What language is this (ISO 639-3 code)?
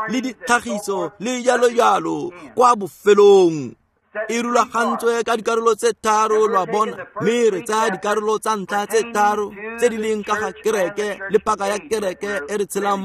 tsn